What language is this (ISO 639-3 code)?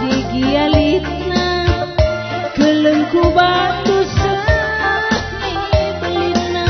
btx